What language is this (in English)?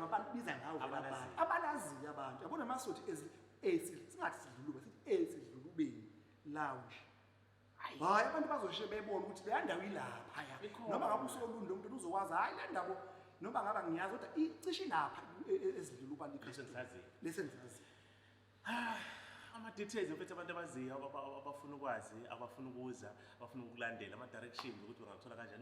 Zulu